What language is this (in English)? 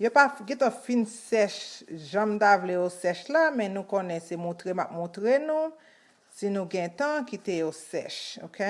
Haitian Creole